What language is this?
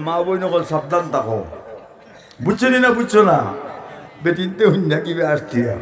Sylheti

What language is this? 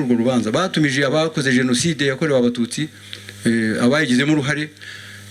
Kinyarwanda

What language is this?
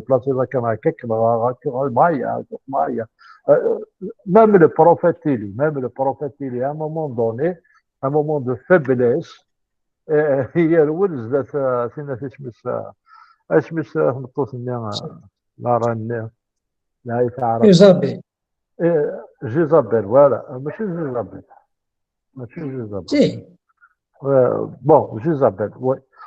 Kabyle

